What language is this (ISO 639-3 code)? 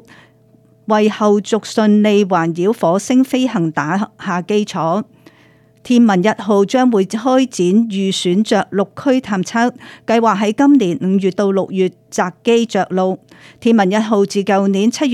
yue